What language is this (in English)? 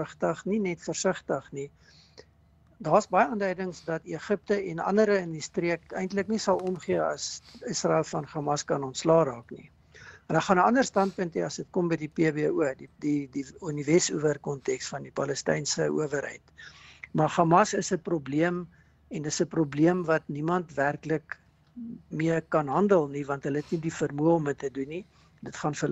Afrikaans